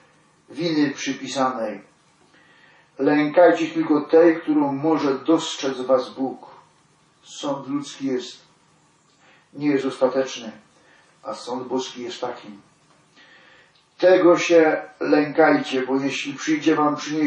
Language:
Polish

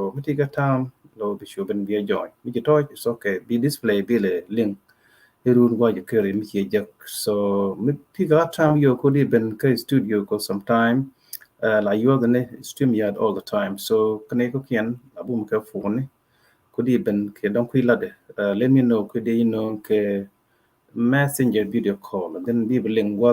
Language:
Nuer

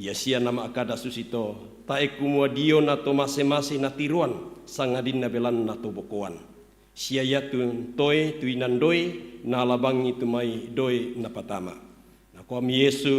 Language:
Toraja-Sa'dan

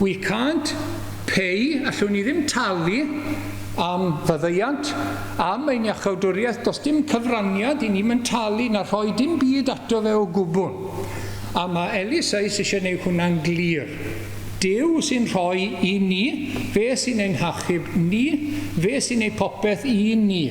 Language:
Welsh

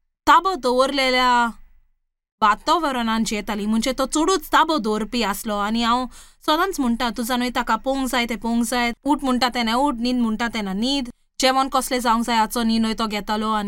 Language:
Konkani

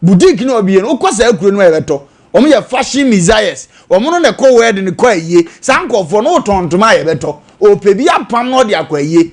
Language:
Akan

